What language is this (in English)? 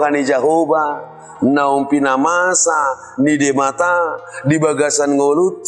Batak Toba